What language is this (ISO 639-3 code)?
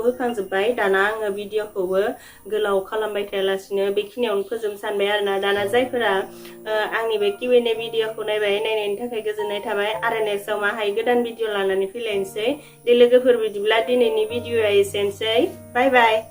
brx